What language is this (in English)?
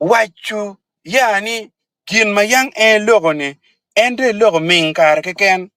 Acoli